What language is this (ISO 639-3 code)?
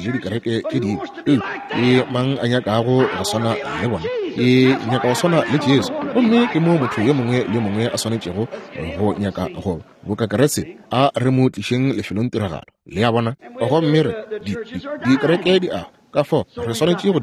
nso